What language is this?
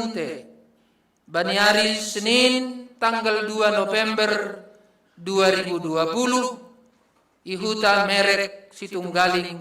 Batak Simalungun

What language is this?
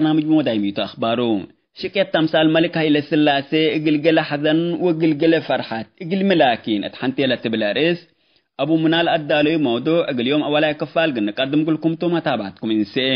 Tigre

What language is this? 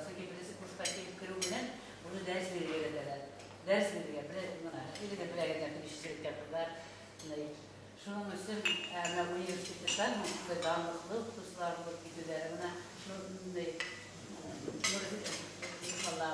Bashkir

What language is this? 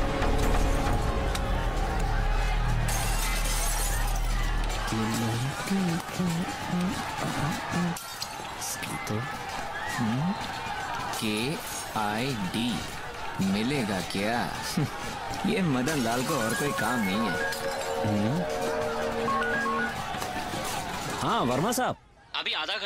Hindi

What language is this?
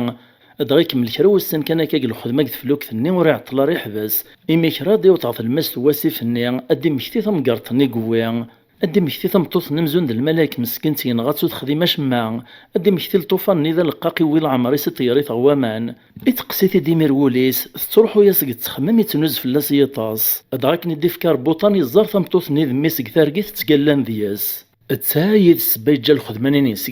Kabyle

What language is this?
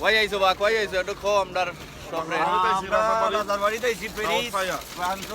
Sylheti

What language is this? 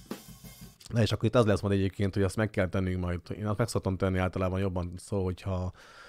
Hungarian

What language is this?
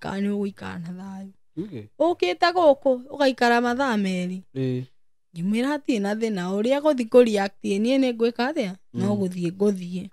Kikuyu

